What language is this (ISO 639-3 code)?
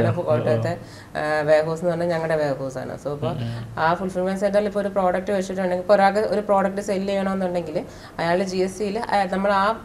mal